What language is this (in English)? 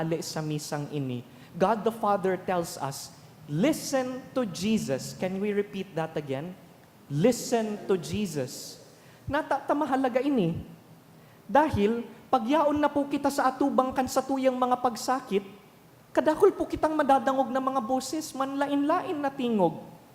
Bikol